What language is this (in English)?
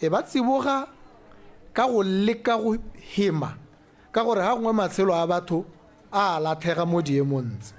Tswana